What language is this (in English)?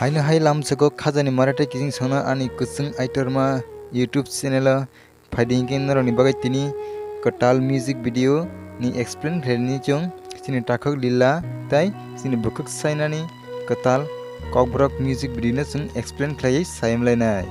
Kok Borok